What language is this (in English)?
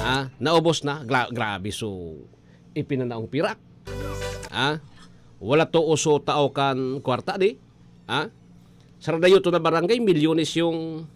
Bikol